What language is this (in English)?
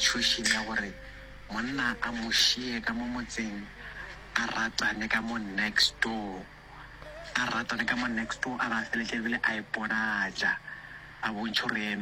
Northern Sotho